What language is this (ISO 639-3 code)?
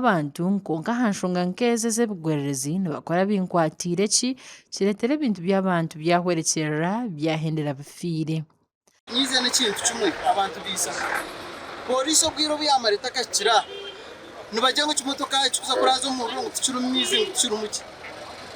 nyn